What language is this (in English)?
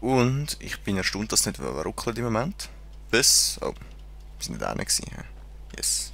Swiss German